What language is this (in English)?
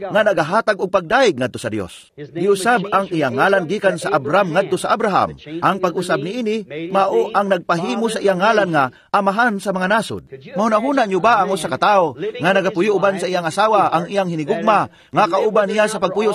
Cebuano